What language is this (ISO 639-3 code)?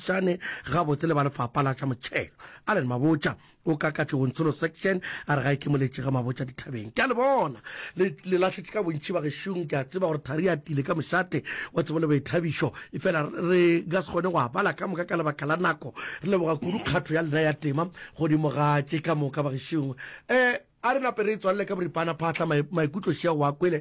nso